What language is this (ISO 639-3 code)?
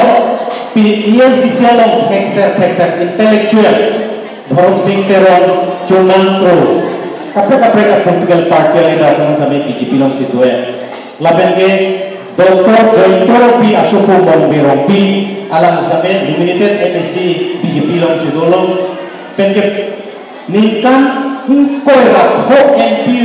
mjw